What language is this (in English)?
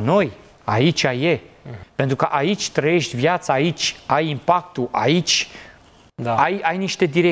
Romanian